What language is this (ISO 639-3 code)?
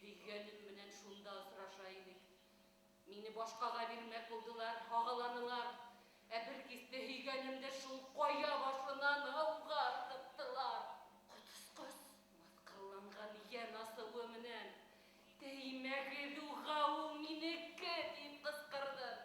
bak